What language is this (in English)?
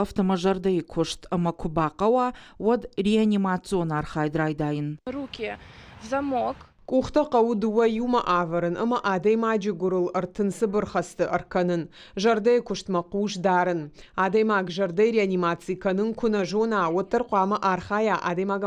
Ossetic